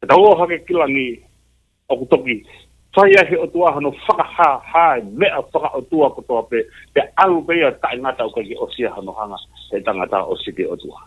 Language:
Tongan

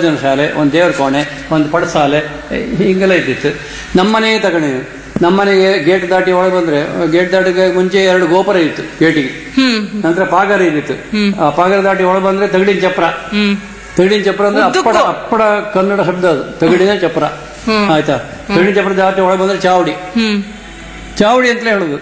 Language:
Kannada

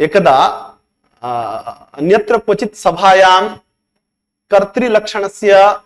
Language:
Sanskrit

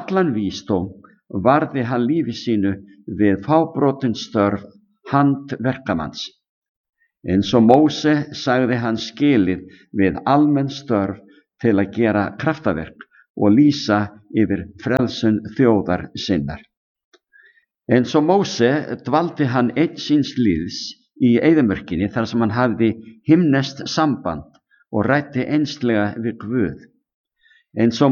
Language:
Icelandic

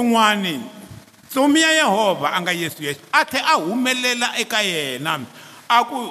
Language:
Tsonga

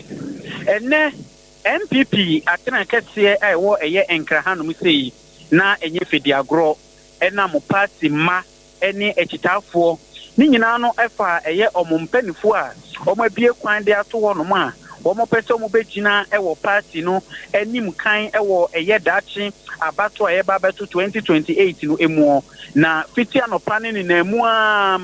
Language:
Akan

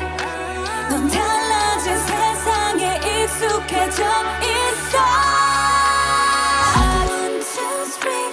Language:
Korean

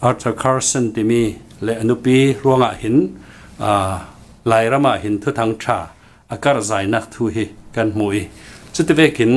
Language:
Falam Chin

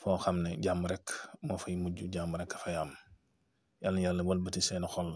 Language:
Wolof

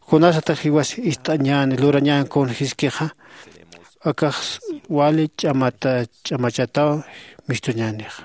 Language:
Aymara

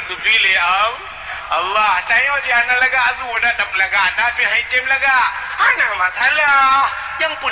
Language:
Achinese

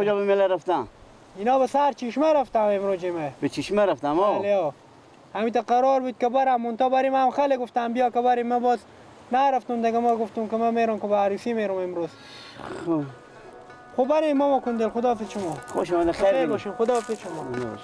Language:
Persian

